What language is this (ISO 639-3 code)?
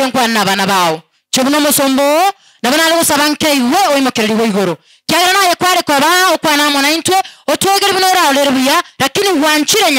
guz